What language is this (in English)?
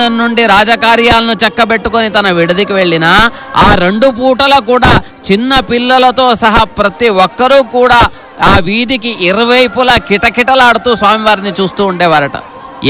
Telugu